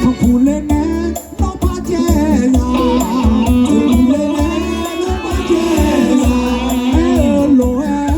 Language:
Akha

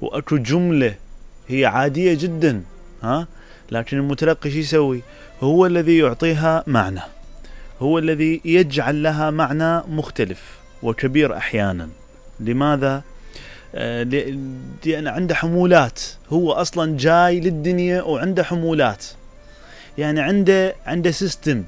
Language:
Mesopotamian Arabic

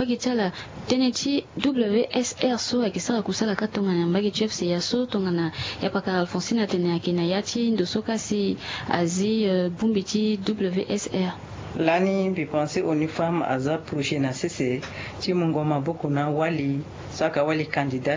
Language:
Sango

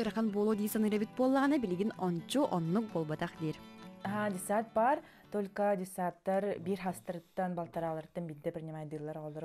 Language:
Yakut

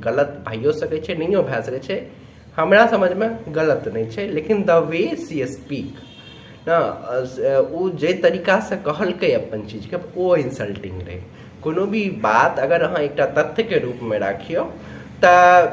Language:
Maithili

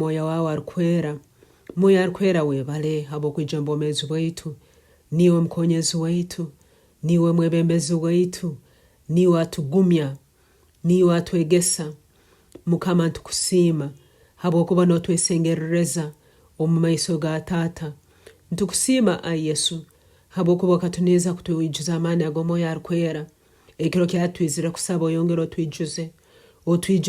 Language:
Tooro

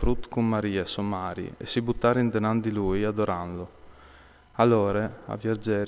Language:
Friulian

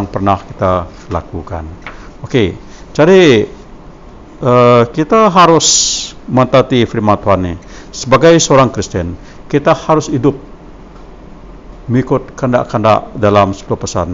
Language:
Malay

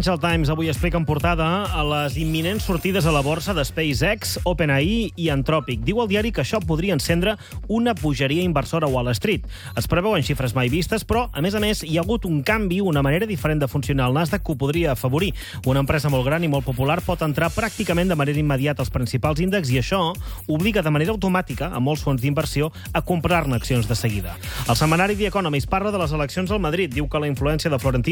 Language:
Catalan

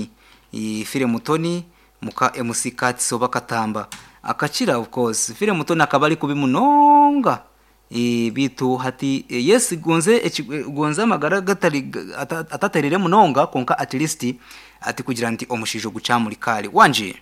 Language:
Nyankole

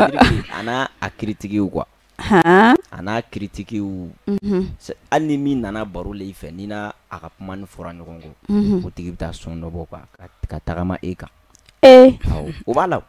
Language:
Bambara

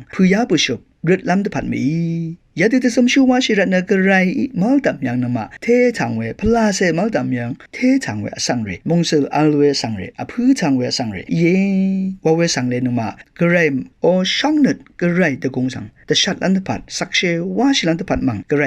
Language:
Rawang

